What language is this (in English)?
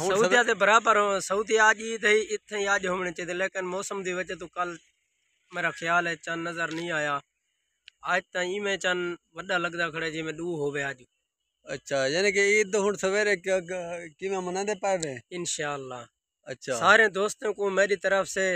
Saraiki